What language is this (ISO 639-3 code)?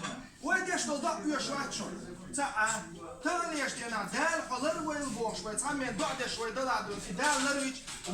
che